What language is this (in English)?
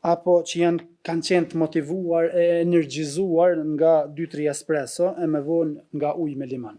Albanian